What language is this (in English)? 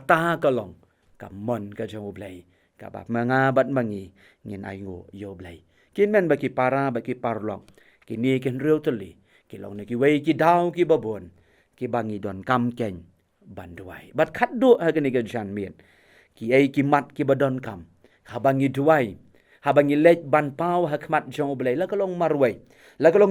Khasi